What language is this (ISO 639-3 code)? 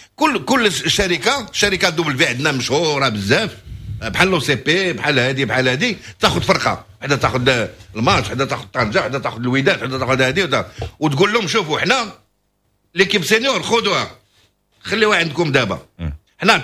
ary